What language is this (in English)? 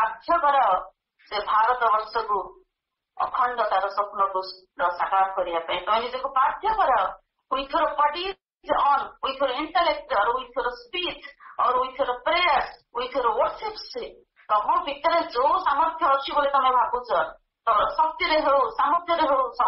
Odia